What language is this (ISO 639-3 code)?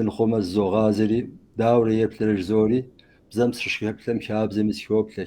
kbd